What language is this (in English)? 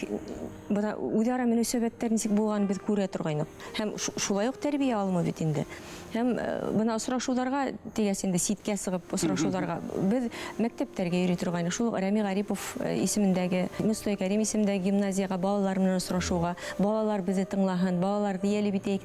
Bashkir